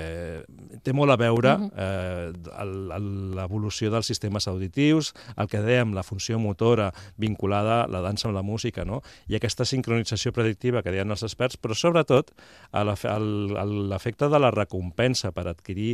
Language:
Catalan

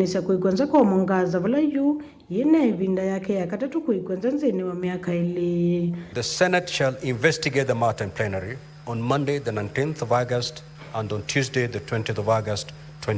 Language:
Kamba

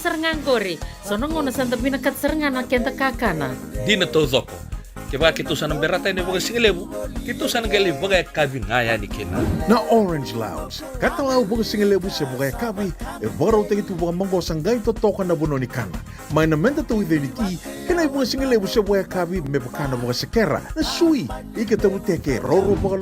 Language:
Fijian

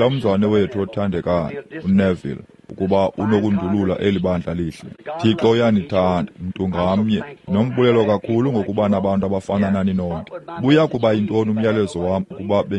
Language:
Xhosa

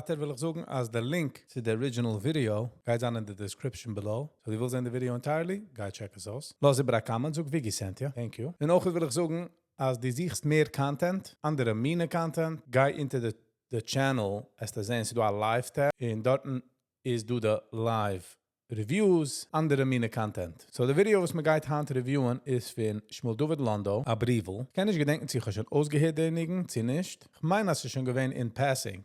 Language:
Yiddish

